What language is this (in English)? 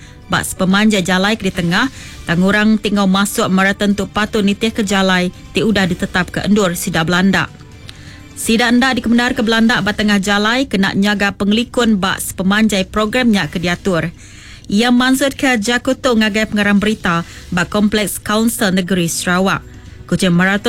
Iban